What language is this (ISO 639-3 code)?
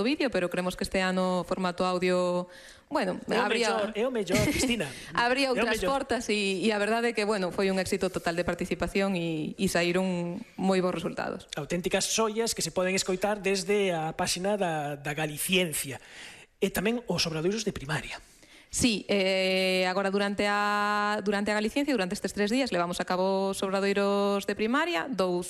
glg